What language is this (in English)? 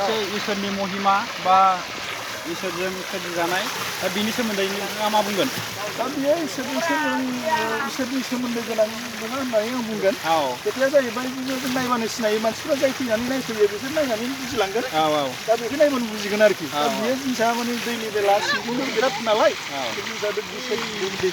Bodo